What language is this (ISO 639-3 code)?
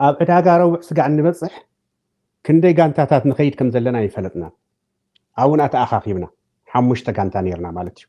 tir